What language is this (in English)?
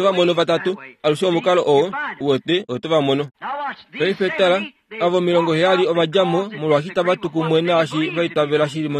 Kuanyama